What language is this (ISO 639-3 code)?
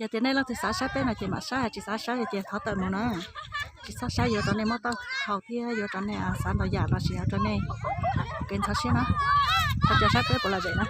hmn